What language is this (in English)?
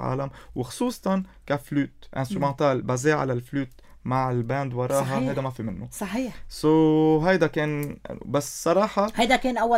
North Levantine Arabic